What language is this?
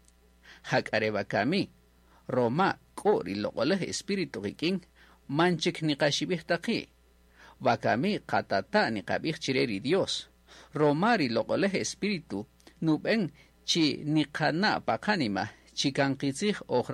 Kaqchikel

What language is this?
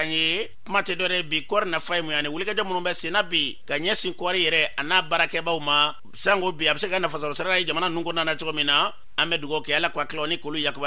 Bambara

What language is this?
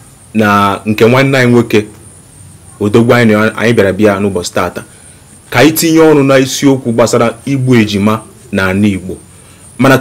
Igbo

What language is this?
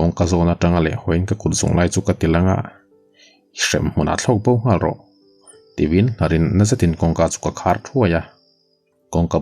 Mizo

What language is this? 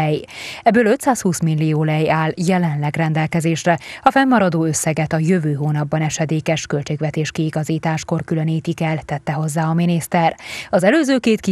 Hungarian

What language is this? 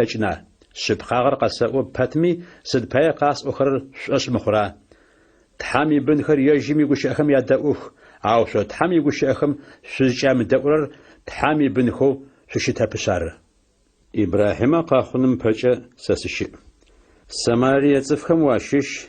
Adyghe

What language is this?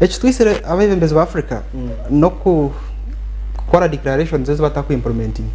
Nyankole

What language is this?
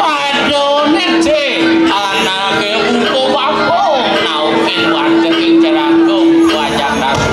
Balinese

